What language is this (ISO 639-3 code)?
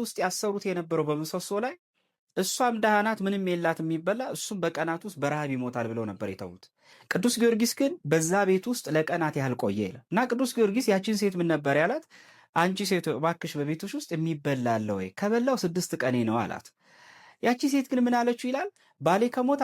amh